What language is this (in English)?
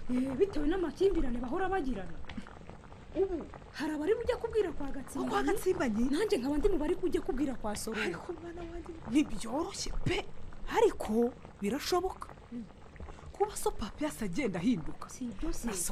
Kinyarwanda